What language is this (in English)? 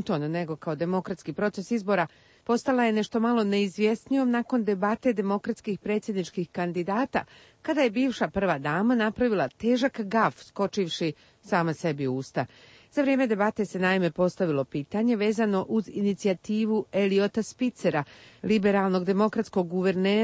Croatian